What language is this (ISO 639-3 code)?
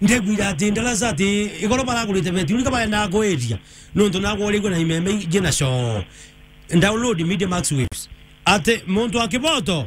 mer